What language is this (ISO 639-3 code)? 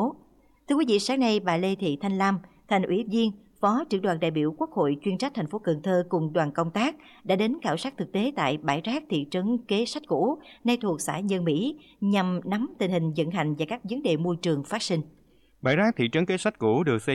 vie